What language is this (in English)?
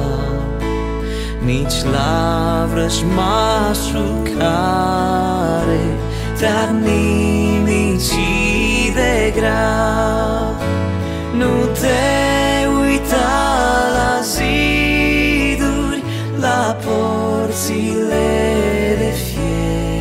Romanian